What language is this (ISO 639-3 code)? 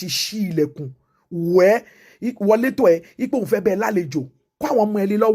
yor